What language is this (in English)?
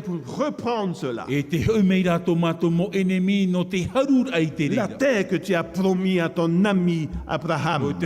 Tahitian